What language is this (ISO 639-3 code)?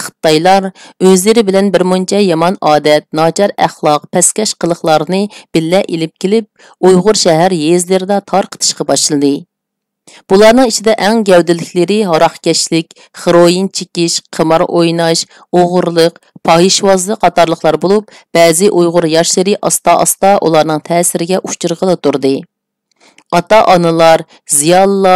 uig